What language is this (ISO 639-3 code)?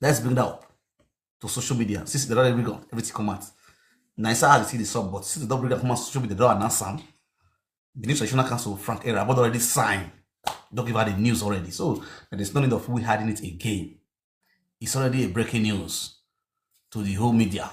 pcm